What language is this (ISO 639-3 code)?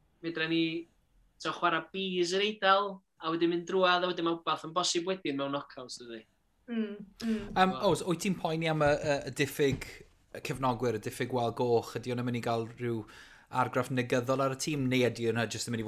cym